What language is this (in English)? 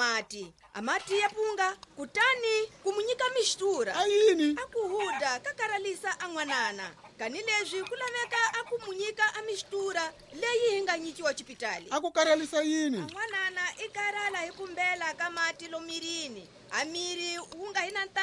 Tsonga